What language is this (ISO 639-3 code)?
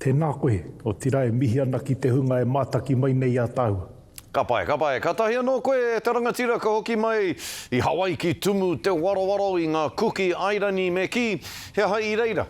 mri